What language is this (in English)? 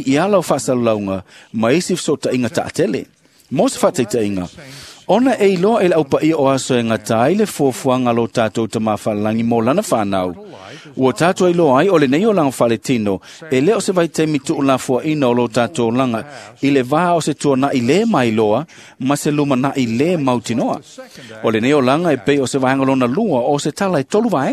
Samoan